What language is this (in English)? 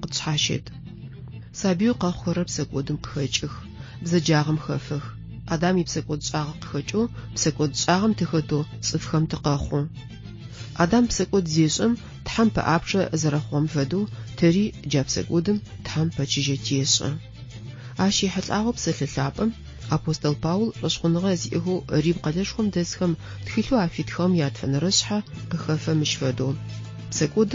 Adyghe